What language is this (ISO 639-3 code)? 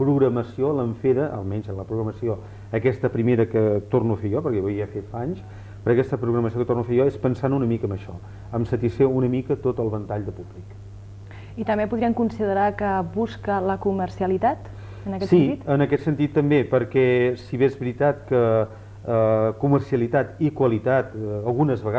cat